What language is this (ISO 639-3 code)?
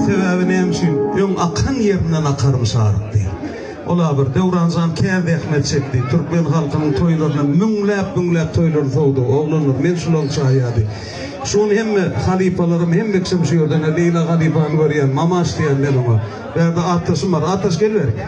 tuk